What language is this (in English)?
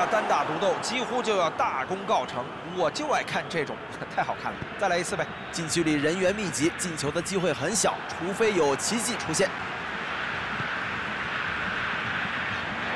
Chinese